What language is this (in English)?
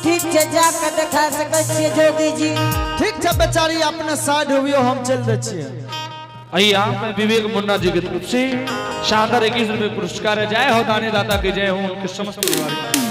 Angika